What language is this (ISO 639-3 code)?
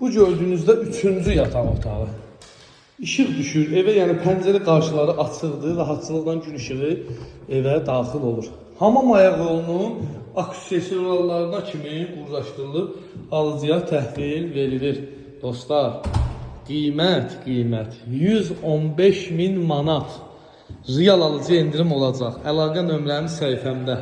aze